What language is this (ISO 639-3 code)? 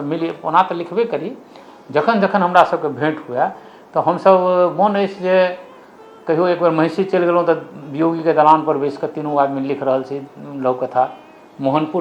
mai